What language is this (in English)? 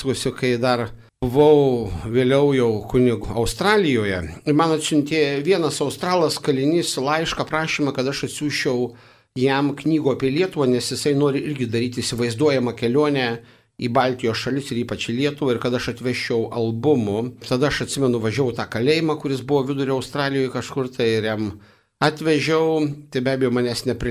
Lithuanian